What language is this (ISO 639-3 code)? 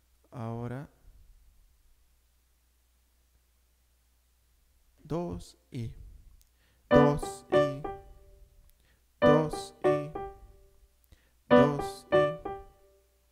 spa